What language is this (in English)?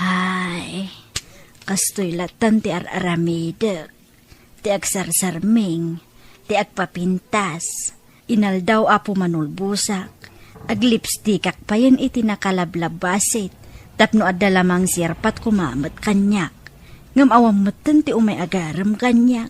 Iloko